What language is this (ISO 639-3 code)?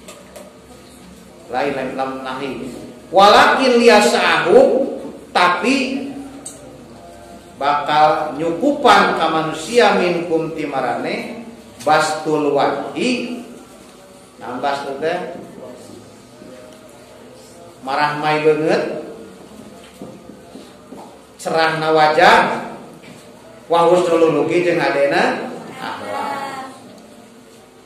sun